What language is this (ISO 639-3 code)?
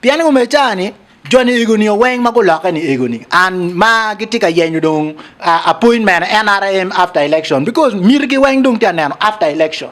ach